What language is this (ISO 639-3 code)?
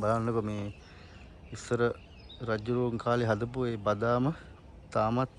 sin